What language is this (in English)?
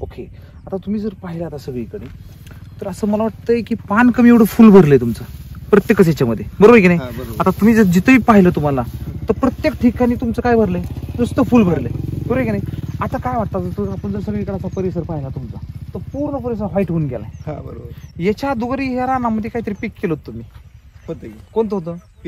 Marathi